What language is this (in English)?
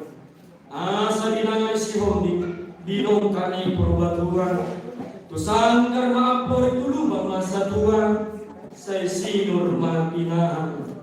Batak Toba